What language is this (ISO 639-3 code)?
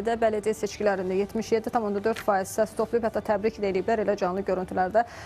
aze